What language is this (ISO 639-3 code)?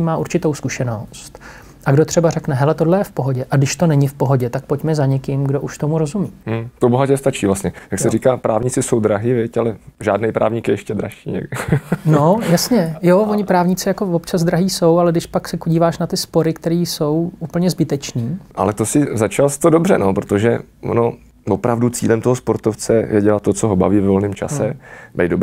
ces